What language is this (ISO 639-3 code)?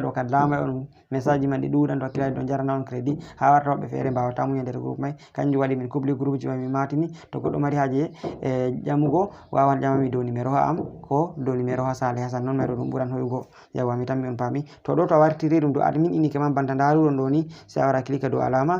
ful